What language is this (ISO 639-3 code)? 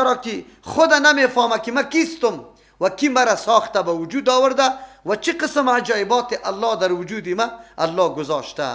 fas